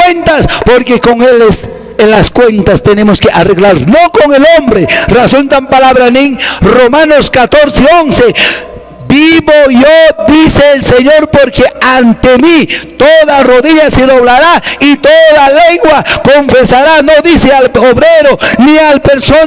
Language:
Quechua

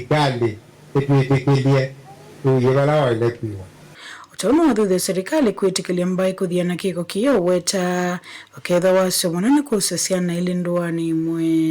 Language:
Kamba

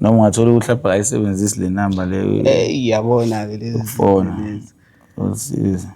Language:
Zulu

